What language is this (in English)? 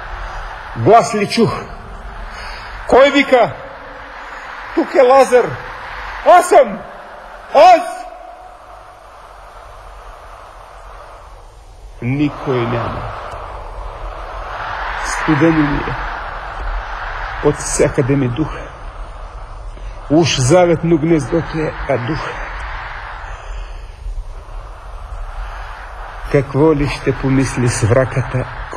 Bulgarian